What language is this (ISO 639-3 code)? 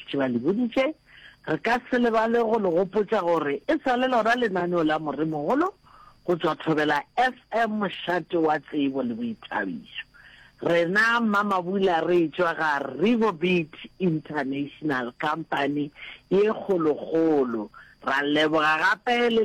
nso